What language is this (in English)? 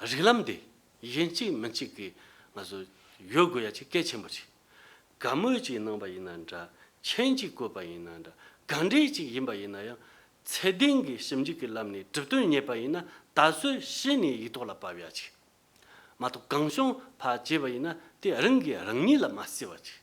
Tibetan